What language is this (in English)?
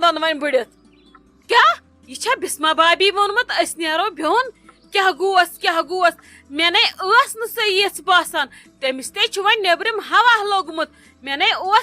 Kashmiri